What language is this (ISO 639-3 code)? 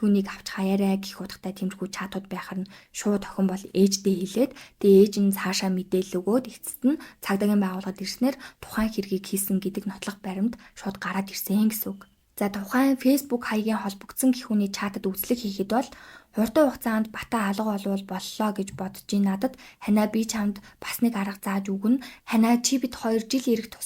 mon